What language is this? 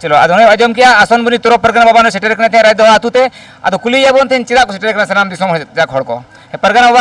Santali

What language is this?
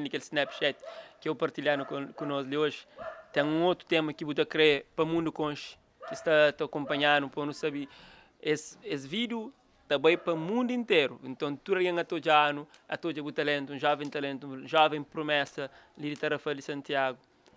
Kabuverdianu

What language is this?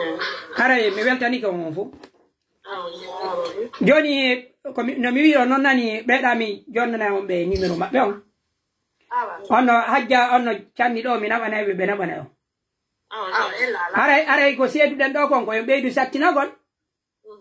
Pular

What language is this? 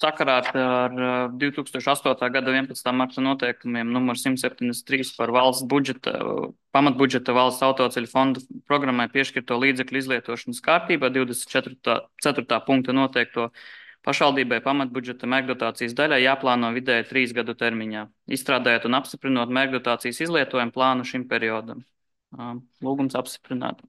Latvian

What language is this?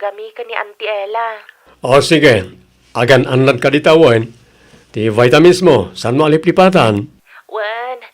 Iloko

